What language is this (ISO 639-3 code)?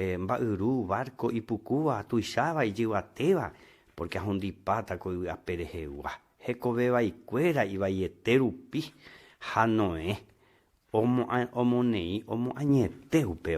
grn